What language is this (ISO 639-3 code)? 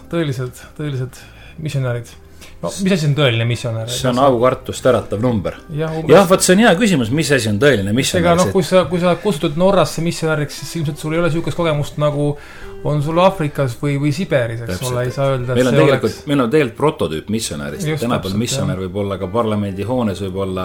est